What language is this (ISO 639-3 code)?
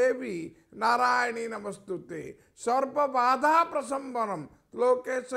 ori